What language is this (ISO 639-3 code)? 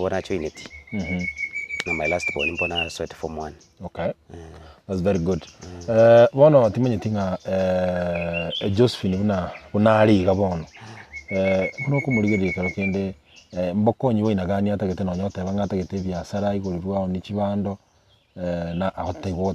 guz